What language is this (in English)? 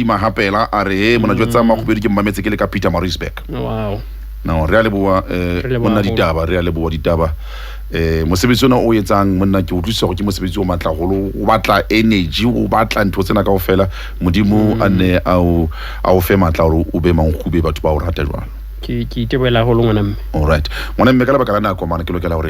Southern Sotho